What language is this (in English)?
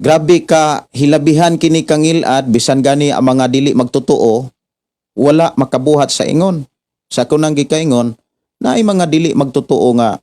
Cebuano